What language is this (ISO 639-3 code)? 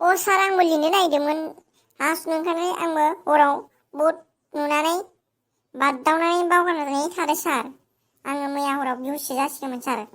brx